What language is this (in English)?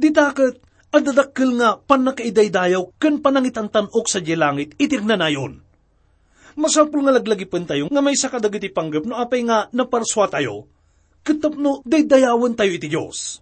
Iloko